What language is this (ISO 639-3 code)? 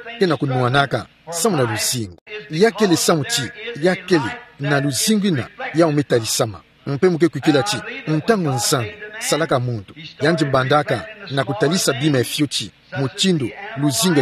ktu